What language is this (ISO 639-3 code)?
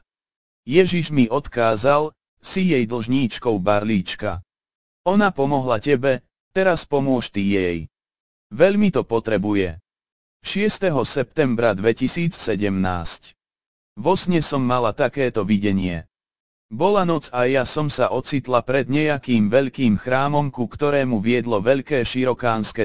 slk